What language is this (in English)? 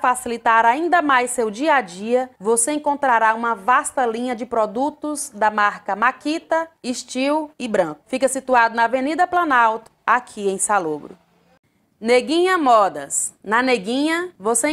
Portuguese